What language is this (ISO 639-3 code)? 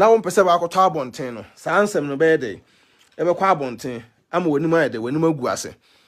aka